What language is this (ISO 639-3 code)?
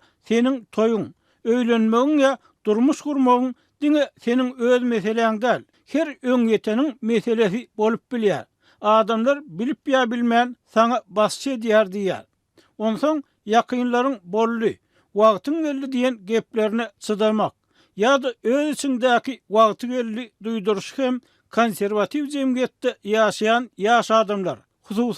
tuk